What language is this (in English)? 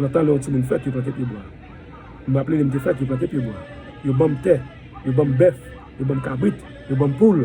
Haitian Creole